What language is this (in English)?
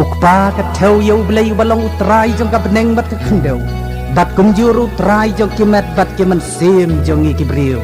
Khasi